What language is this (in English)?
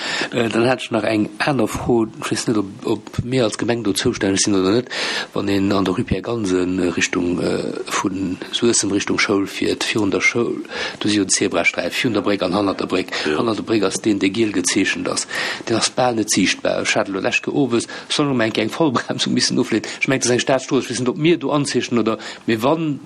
Luxembourgish